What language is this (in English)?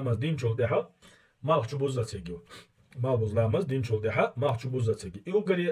Chechen